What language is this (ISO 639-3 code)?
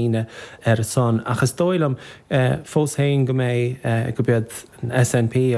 gle